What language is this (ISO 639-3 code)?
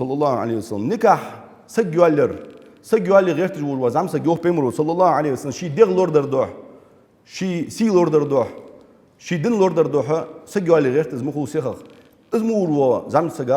inh